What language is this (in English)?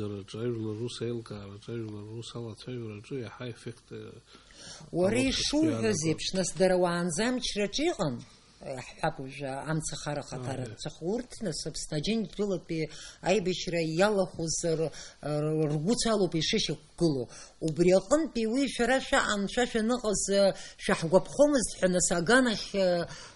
Abkhazian